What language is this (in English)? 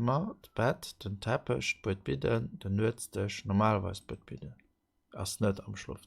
Luxembourgish